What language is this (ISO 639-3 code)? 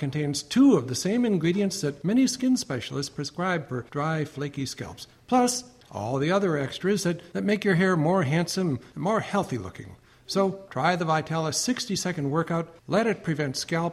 eng